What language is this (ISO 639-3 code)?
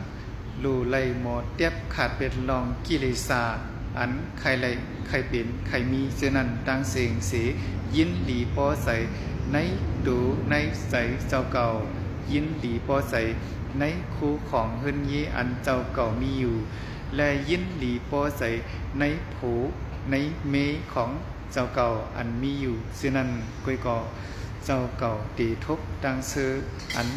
shn